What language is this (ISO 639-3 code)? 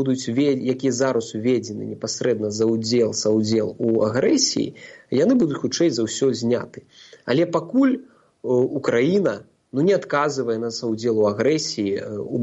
bel